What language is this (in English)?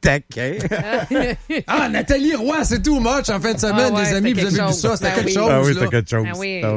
French